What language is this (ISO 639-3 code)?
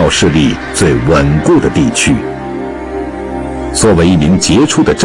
zho